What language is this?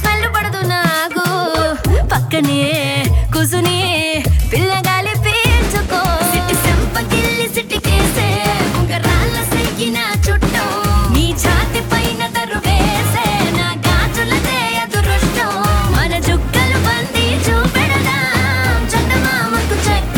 Telugu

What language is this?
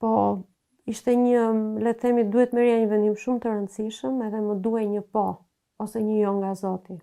Albanian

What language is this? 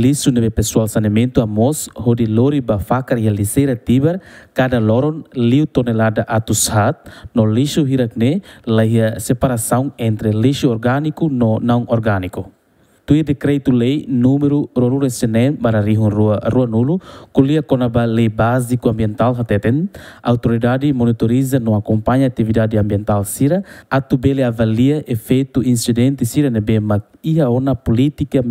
Tetum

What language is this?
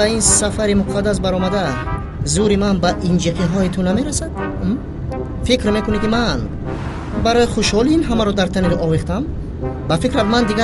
Tajik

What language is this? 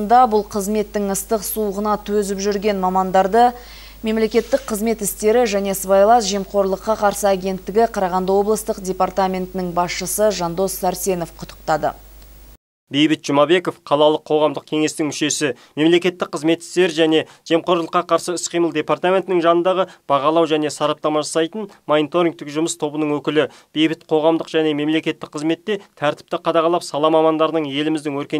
Kazakh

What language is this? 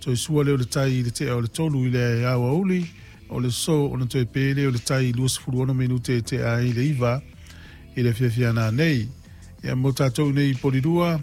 Samoan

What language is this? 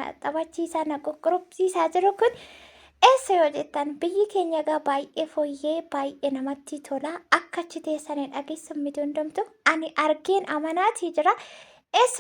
Oromo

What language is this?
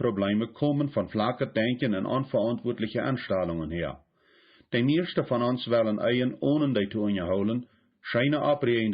Plautdietsch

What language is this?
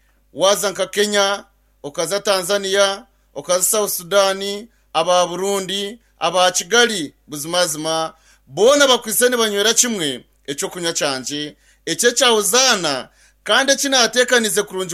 Nyankole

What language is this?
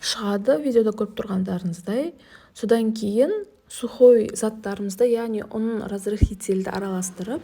Kazakh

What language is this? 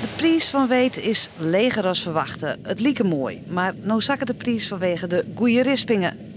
Western Frisian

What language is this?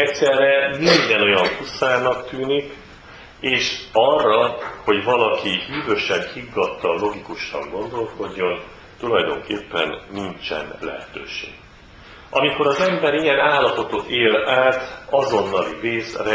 Hungarian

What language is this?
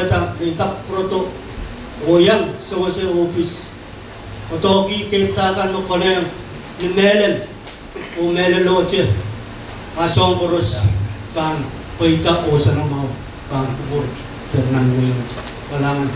Pohnpeian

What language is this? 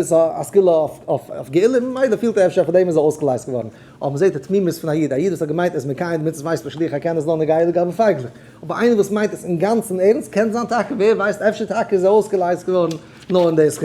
Yiddish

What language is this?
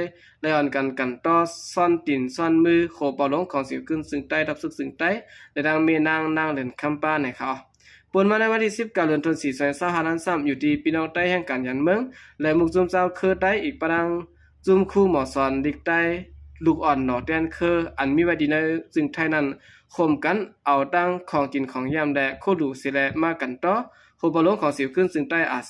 Shan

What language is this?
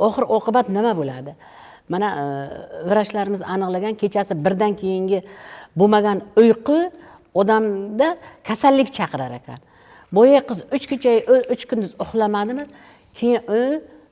Uzbek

